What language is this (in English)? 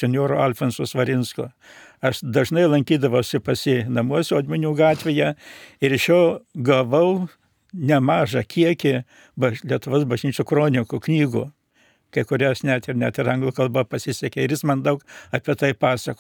Lithuanian